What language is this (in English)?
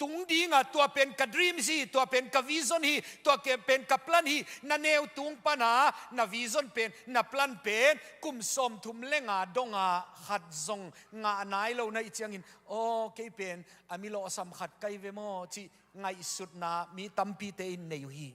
Tedim Chin